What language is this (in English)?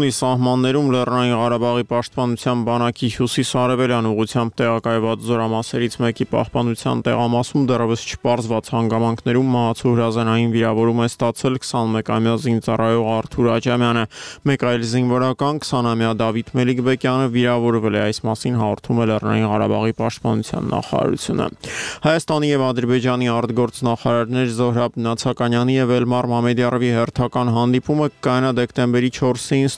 Armenian